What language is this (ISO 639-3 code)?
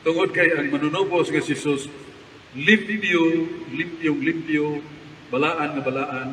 ceb